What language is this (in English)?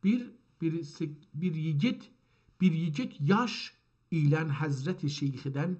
South Azerbaijani